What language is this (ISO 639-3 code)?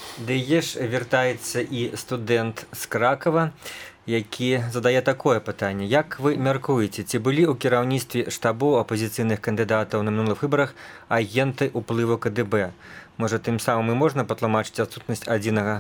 bel